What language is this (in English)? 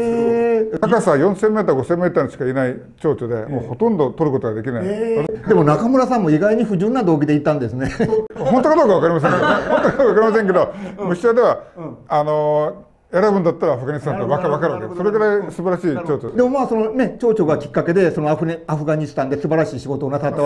Japanese